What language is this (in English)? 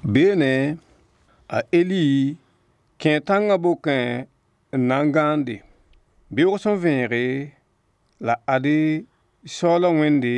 Mossi